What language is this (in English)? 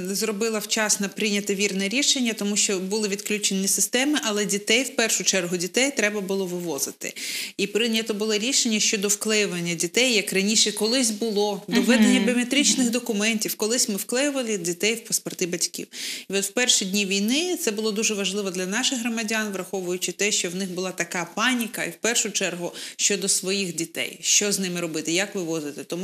Ukrainian